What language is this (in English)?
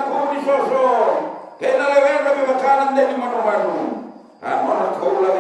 Fijian